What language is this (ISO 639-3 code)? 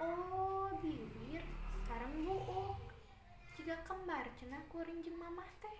sun